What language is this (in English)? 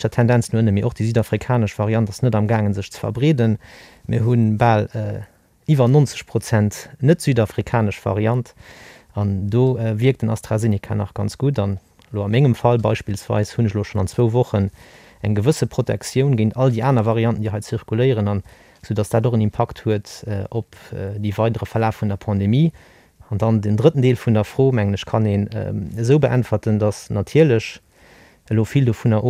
Luxembourgish